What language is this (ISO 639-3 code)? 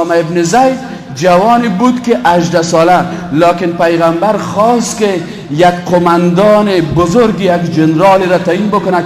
fas